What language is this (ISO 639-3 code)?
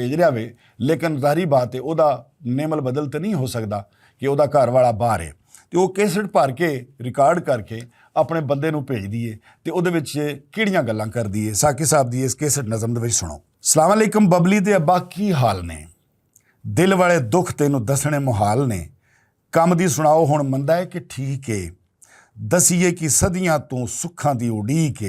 lah